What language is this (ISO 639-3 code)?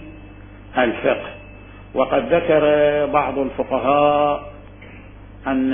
acm